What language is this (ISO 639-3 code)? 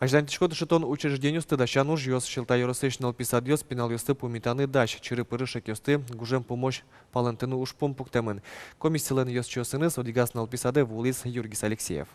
udm